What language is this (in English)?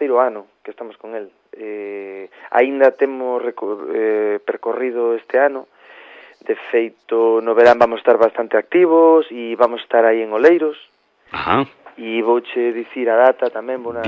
Galician